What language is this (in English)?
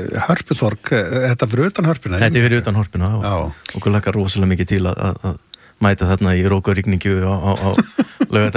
Icelandic